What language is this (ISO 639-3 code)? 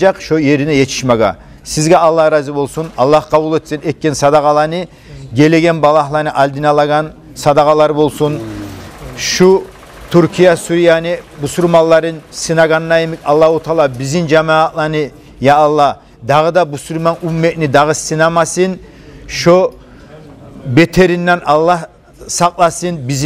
kum